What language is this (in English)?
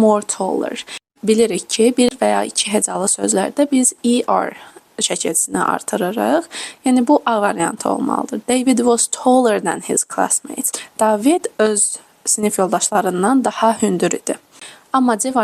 Azerbaijani